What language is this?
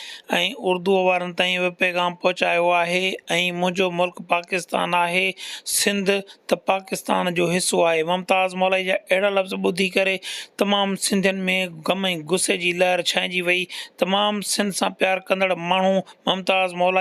Sindhi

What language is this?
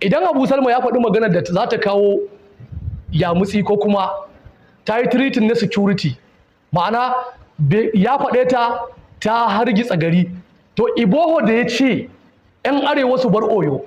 Hausa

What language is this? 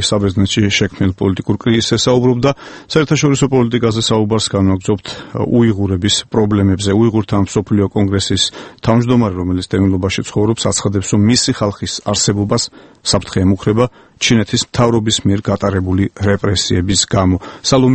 Georgian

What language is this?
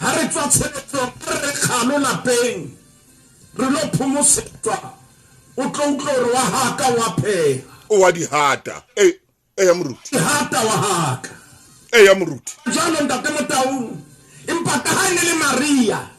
Southern Sotho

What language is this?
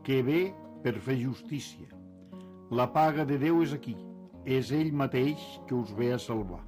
Catalan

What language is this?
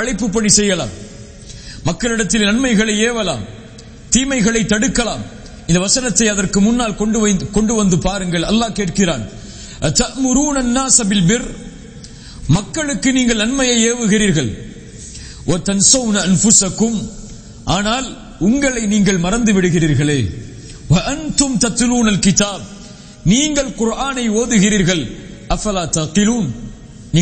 Tamil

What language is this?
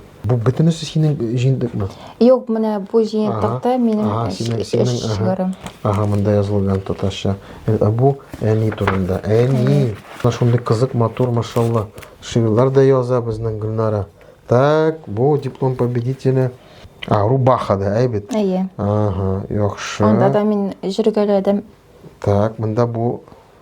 Tatar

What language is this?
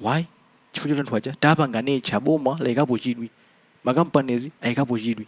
Nyanja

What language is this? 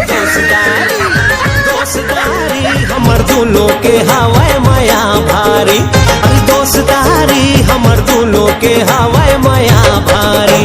Chhattisgarhi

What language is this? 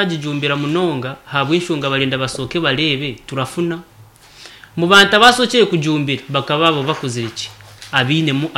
Nyankole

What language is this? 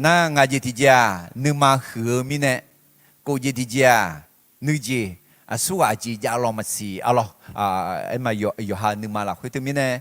Akha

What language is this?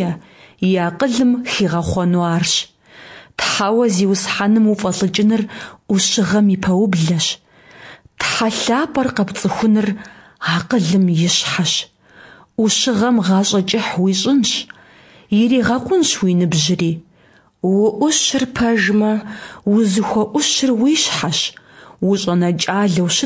Kabardian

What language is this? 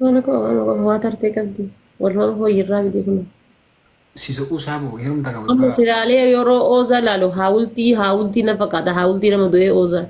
Oromo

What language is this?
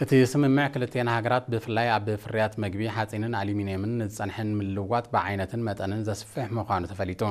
Tigrinya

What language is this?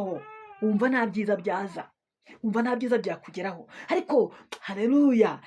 Kinyarwanda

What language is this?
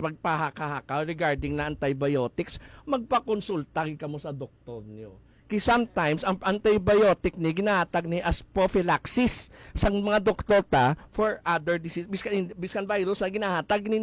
Hiligaynon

